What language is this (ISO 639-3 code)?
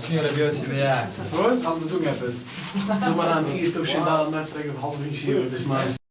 yid